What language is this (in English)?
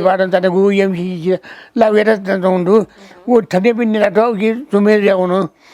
Newari